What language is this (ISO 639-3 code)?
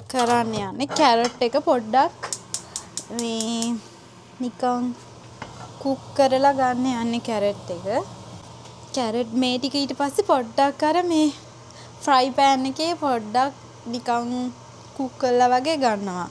sin